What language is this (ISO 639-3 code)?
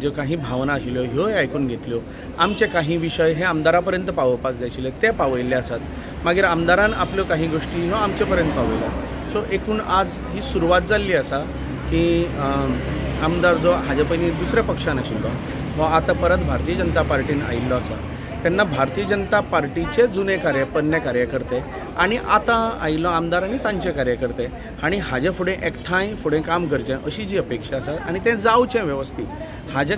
kok